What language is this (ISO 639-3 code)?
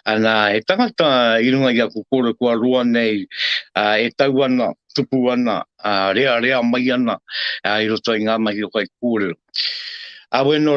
mri